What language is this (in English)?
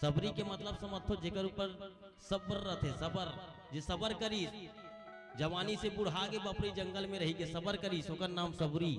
Chhattisgarhi